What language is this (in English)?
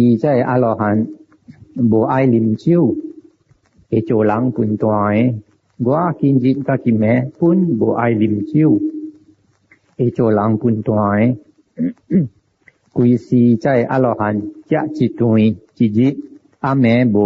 Min Nan Chinese